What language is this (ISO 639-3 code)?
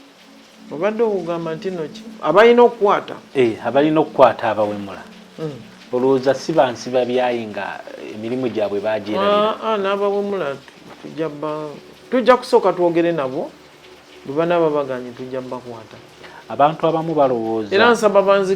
lug